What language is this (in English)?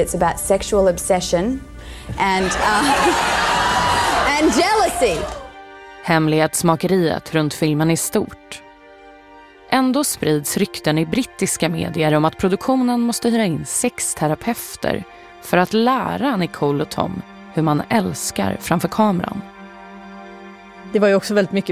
Swedish